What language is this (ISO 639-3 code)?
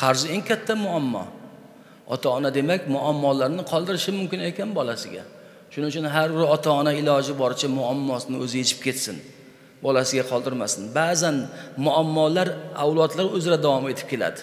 uzb